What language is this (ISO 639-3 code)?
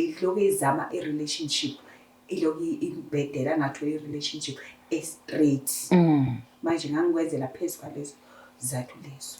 zul